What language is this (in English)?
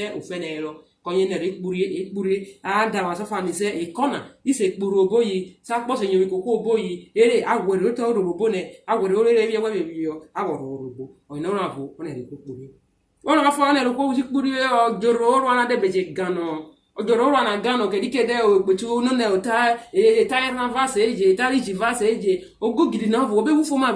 Urhobo